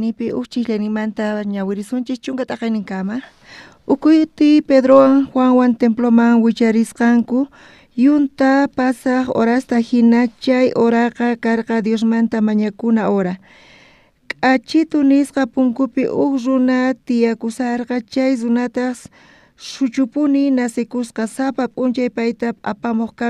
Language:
South Bolivian Quechua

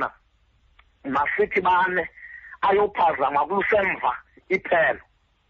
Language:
Xhosa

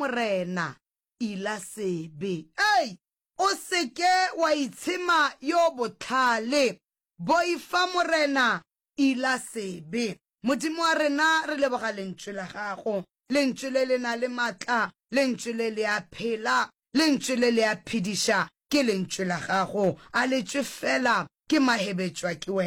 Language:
Northern Sotho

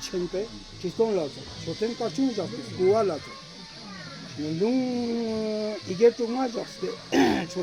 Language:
Ladakhi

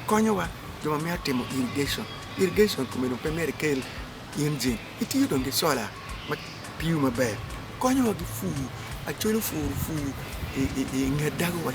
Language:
Acoli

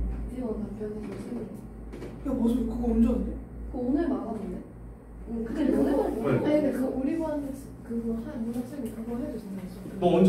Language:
Korean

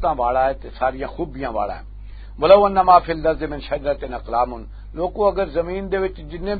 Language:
Western Panjabi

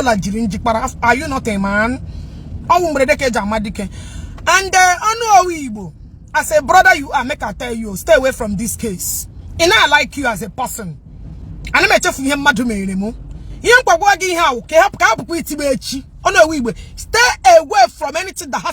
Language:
Igbo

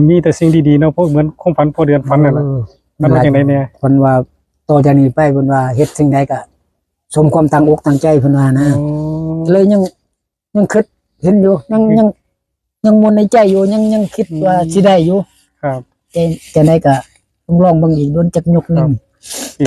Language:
Northeastern Thai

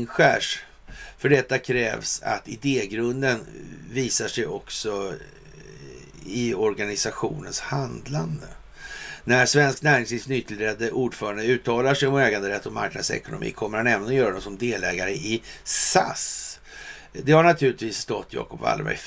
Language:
Swedish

